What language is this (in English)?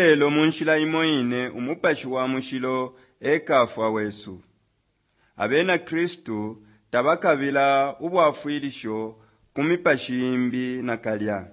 Bemba